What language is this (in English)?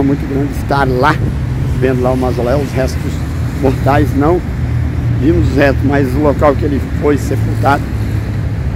Portuguese